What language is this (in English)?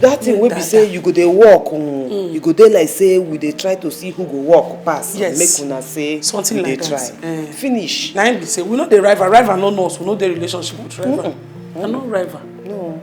Nigerian Pidgin